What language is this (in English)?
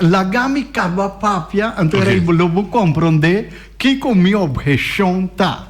Papiamento